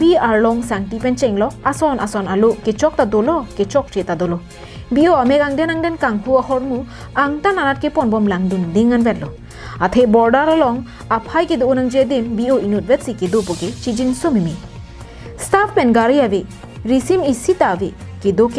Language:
Karbi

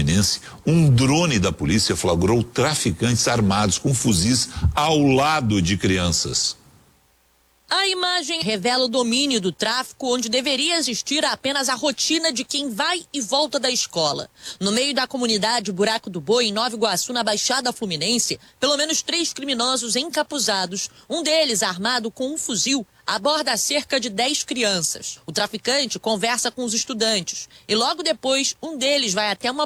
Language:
Portuguese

